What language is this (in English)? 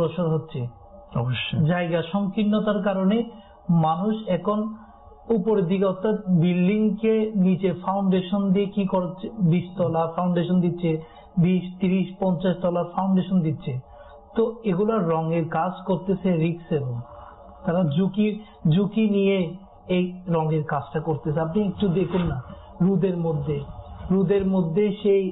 Bangla